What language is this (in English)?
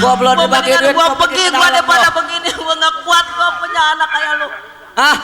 Betawi